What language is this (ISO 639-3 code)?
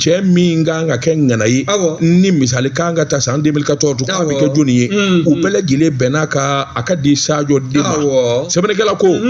bam